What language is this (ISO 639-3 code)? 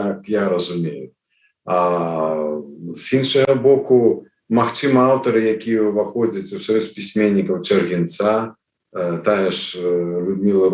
bel